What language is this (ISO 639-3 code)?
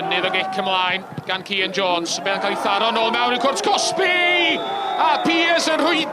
cym